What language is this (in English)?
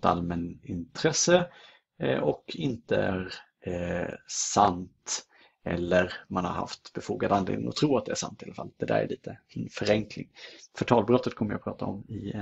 Swedish